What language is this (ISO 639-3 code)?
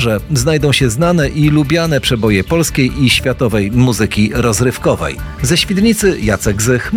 pol